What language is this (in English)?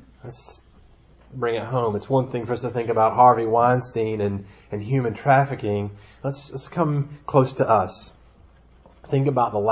English